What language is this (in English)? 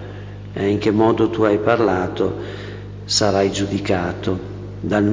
Italian